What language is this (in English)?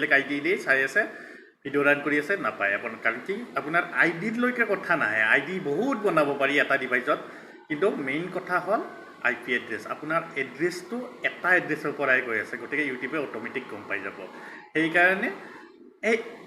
Assamese